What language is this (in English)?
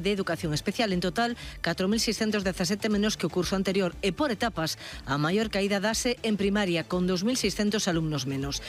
Galician